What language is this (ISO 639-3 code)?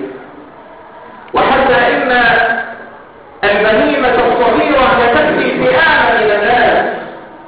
ara